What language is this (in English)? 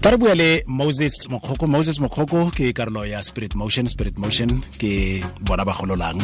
Tswana